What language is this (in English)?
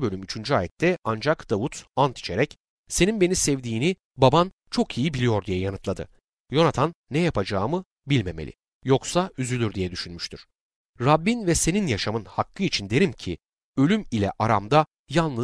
Turkish